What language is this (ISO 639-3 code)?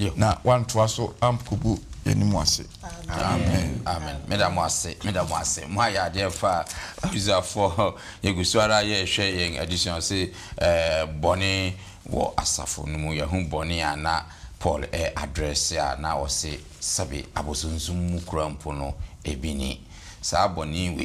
aka